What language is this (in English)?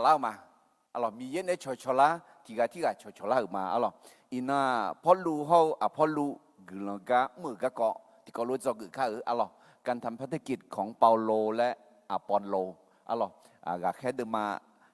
Akha